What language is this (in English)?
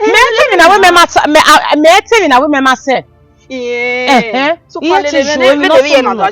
Bini